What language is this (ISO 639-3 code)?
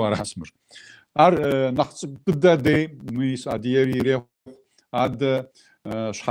kbd